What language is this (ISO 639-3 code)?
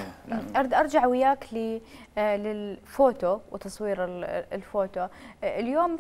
acm